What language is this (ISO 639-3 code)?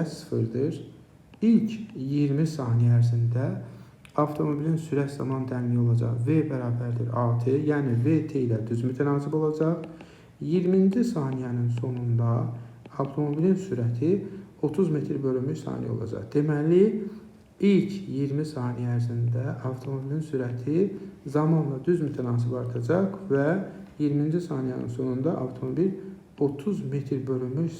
aze